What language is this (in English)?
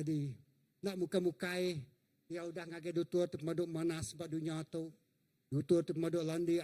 Iban